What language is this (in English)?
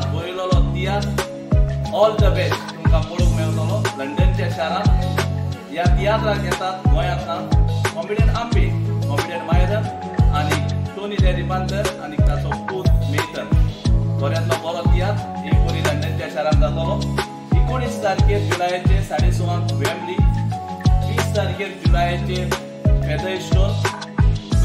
Konkani